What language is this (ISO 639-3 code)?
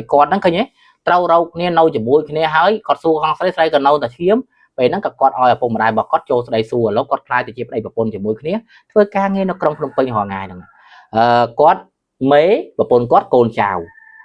khm